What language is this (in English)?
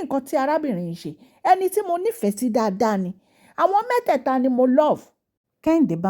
Yoruba